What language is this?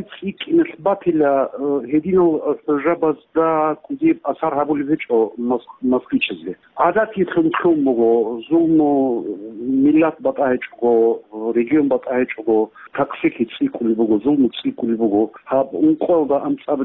Avaric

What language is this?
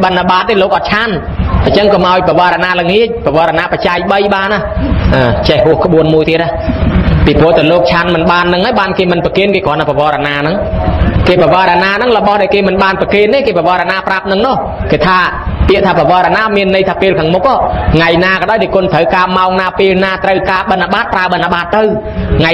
Khmer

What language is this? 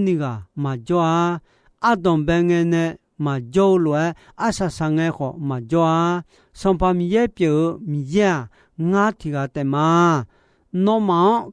Akha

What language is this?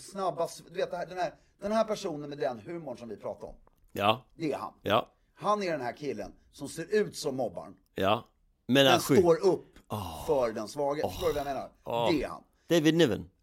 Swedish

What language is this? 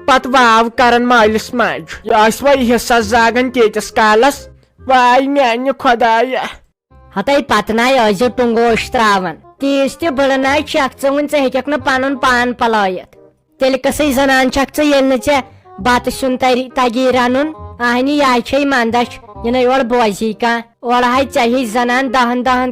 Kashmiri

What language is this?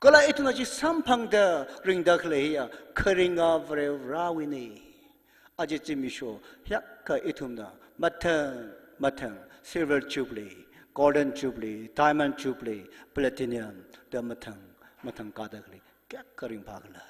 Tangkhul Naga (India)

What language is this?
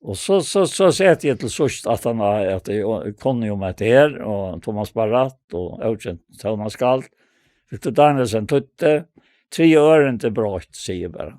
Faroese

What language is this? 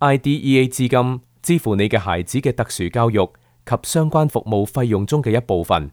Cantonese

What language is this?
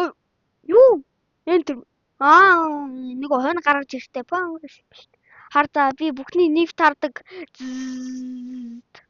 Mongolian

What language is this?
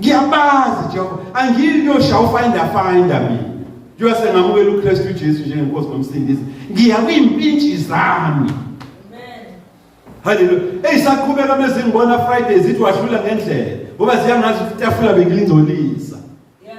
Zulu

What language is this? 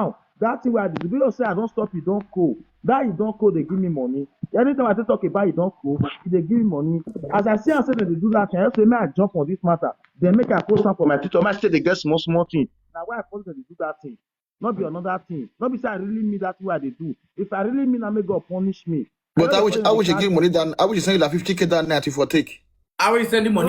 Nigerian Pidgin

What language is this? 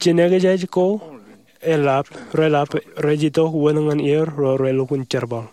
Marshallese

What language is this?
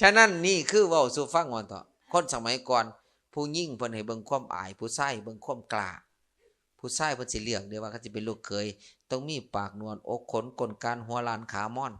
Lao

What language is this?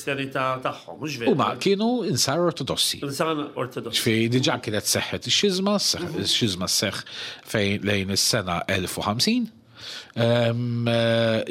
Maltese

